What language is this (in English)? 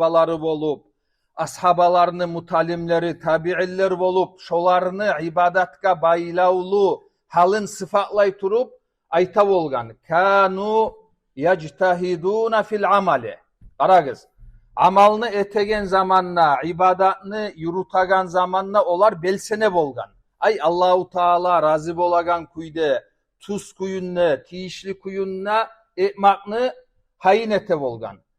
Kumyk